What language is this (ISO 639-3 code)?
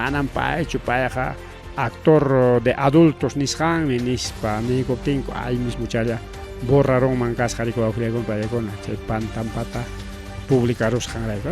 quy